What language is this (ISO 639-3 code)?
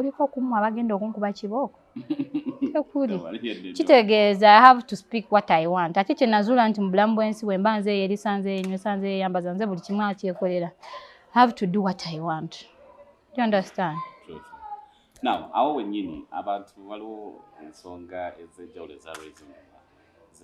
lug